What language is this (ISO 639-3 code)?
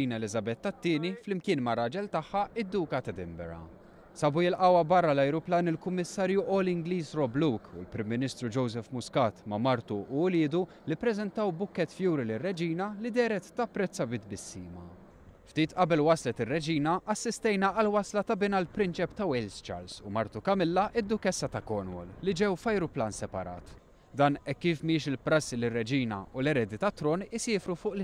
mlt